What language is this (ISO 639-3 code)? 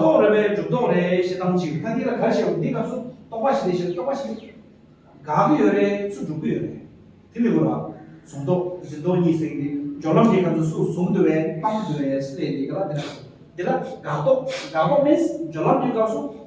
bod